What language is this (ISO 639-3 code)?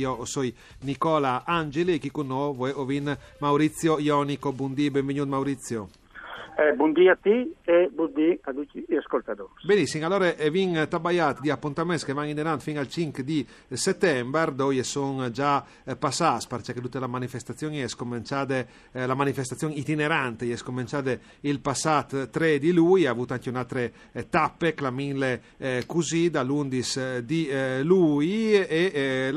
fur